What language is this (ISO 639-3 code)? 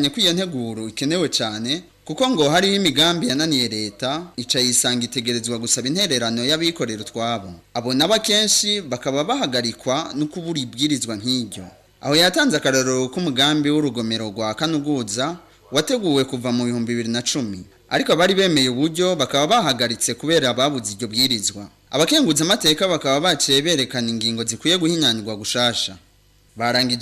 run